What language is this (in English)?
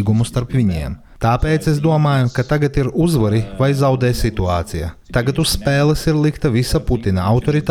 Latvian